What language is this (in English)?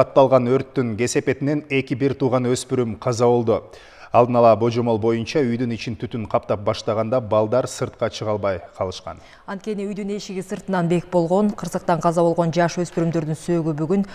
Kyrgyz